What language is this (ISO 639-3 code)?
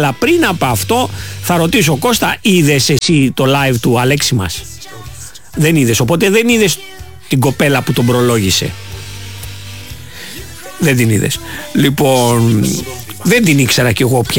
ell